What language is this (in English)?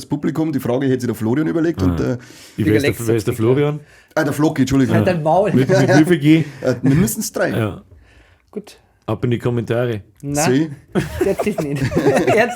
Bavarian